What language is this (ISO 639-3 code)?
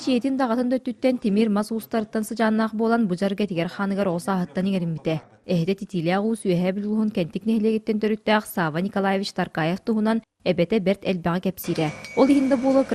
sah